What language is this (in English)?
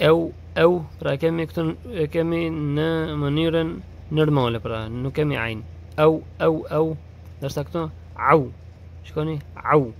Albanian